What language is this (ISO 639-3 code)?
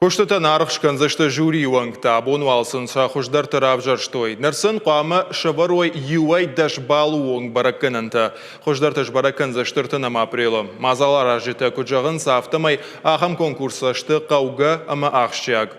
oss